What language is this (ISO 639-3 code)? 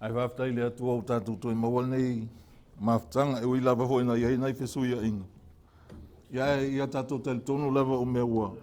smo